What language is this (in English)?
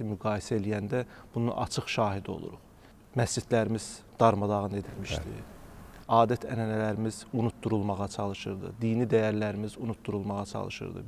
Azerbaijani